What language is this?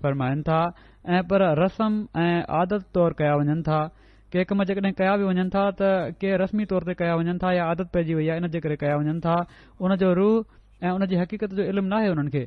Sindhi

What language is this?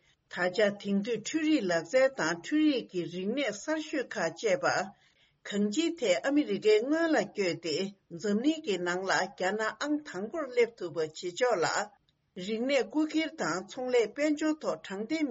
Tibetan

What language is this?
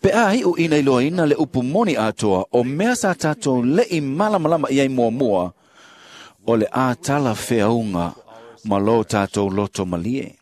Samoan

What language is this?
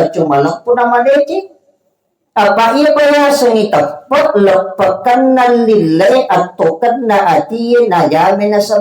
Buginese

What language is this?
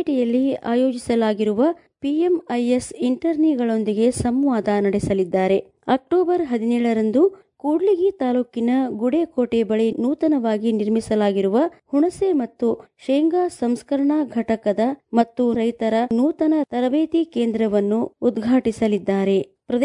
Kannada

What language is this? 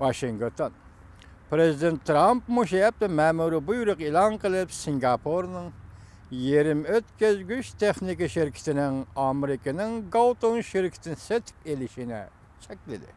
Uyghur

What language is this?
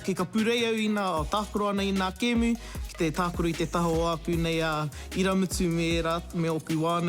Māori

